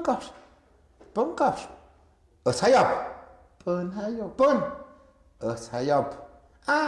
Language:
Tlahuitoltepec Mixe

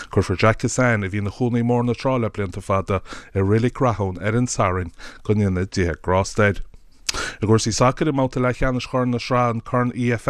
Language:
Irish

